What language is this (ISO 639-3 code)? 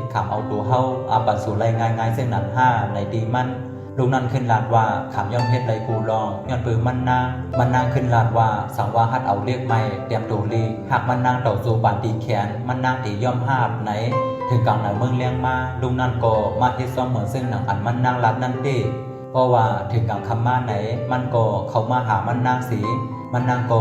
shn